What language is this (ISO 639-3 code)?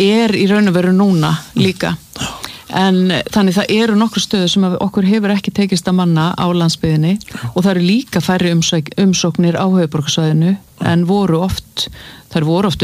isl